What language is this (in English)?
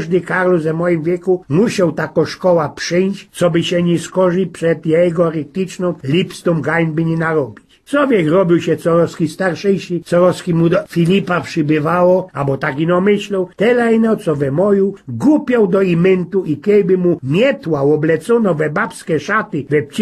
Silesian